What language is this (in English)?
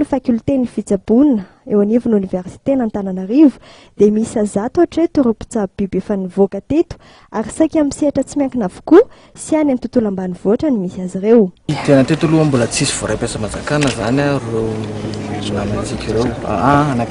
Malagasy